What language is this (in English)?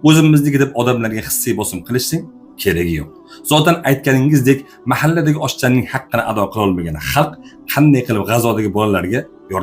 Uzbek